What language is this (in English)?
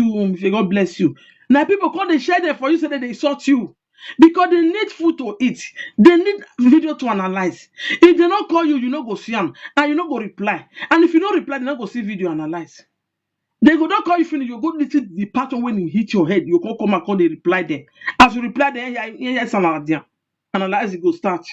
Nigerian Pidgin